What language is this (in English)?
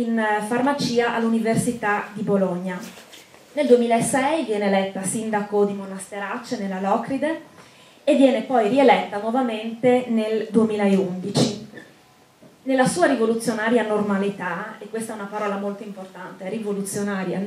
Italian